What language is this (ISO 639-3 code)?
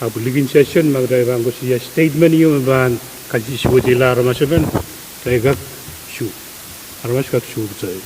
pon